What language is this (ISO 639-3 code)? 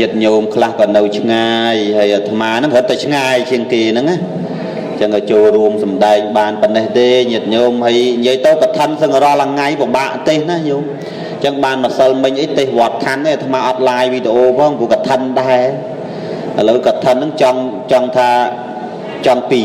khm